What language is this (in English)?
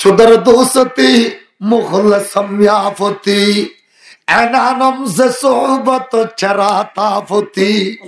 Rohingya